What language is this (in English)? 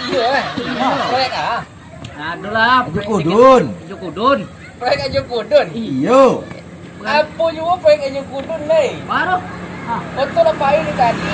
Minangkabau